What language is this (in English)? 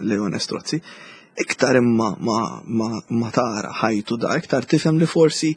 Maltese